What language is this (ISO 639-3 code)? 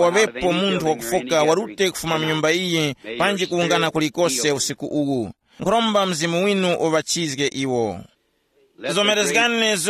tum